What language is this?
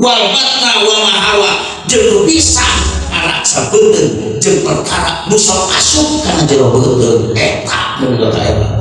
Sundanese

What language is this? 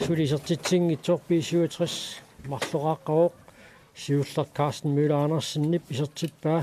Kalaallisut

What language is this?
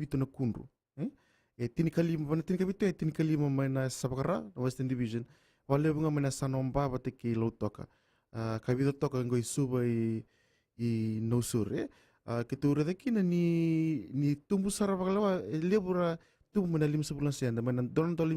Fijian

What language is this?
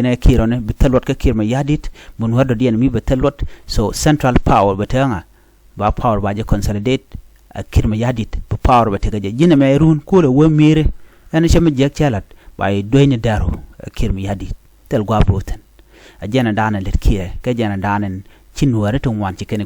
Nuer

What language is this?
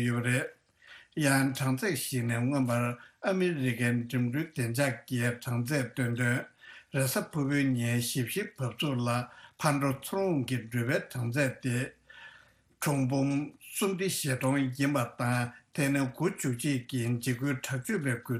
Tibetan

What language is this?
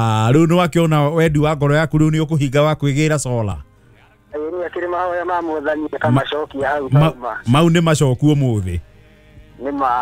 Kikuyu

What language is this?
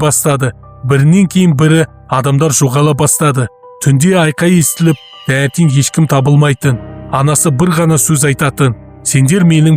Kazakh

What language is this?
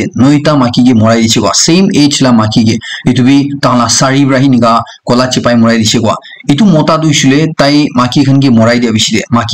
Naga Pidgin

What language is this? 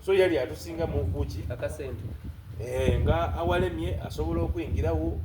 Soga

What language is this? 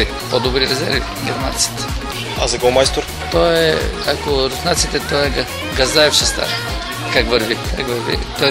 Bulgarian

